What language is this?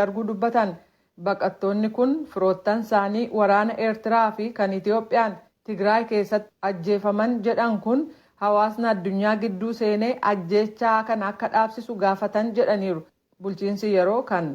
Oromo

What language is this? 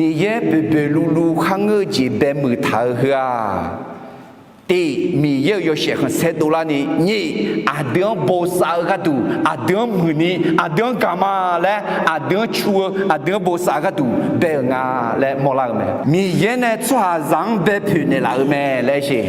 Akha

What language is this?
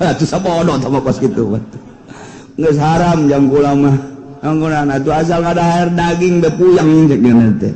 Sundanese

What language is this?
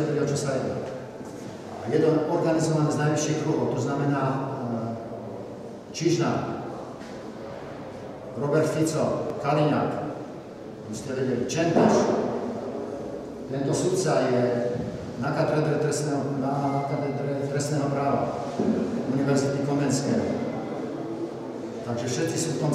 Slovak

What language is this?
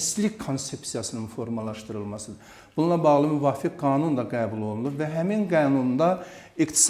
Azerbaijani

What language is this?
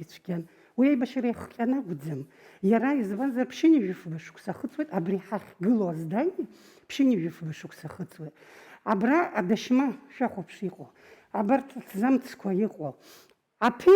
Abkhazian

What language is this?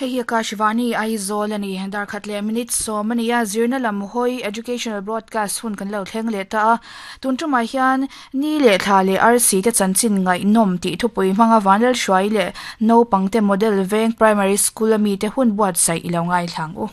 Mizo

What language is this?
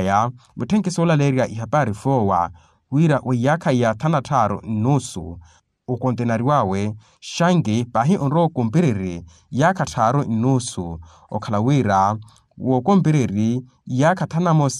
Makhuwa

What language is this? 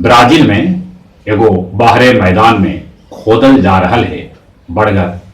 Magahi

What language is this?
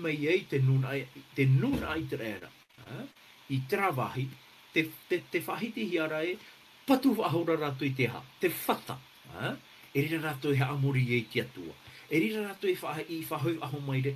Tahitian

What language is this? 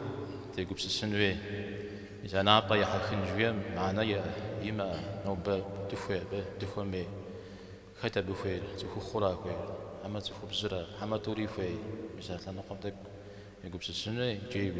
Kabardian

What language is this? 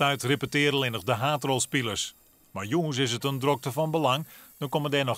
Western Frisian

